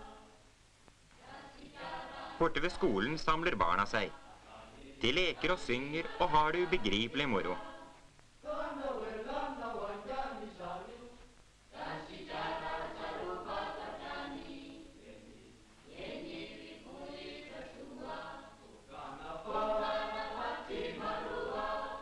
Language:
Norwegian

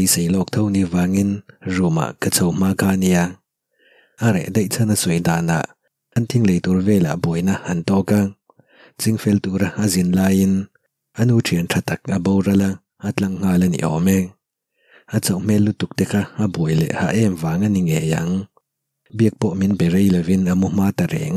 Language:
Mizo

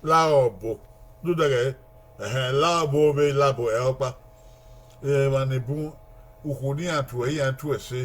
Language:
Bini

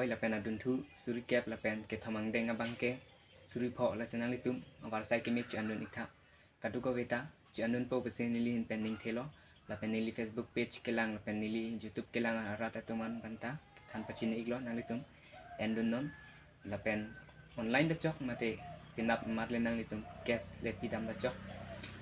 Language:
Karbi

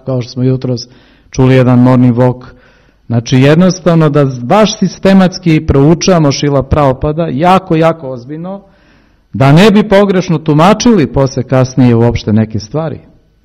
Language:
Serbian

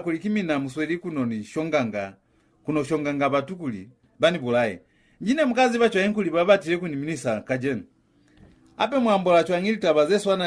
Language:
Lozi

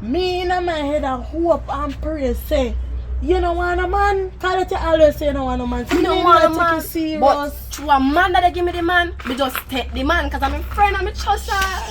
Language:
Jamaican Creole English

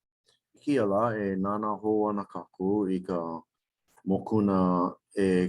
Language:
Hawaiian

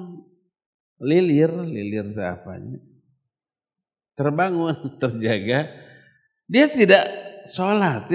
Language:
Indonesian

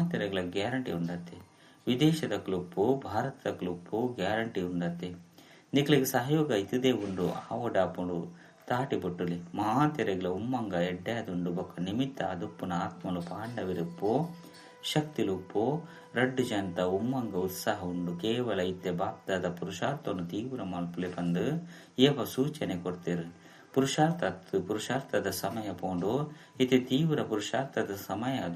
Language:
Tulu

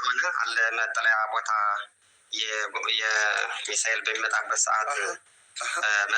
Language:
Amharic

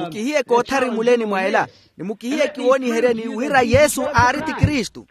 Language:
Makhuwa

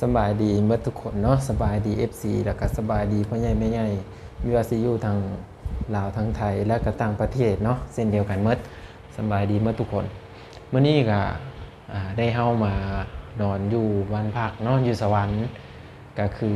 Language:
Lao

